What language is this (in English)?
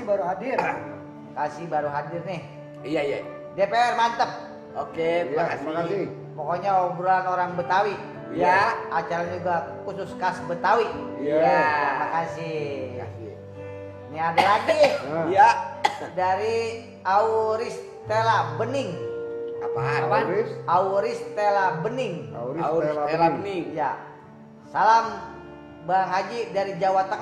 Betawi